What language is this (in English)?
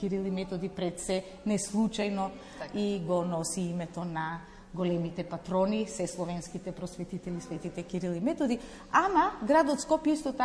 Macedonian